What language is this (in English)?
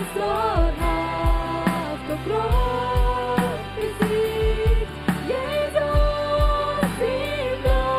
Plautdietsch